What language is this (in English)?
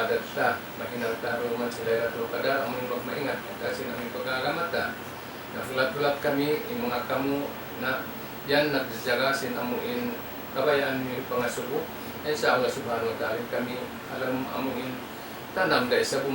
Tausug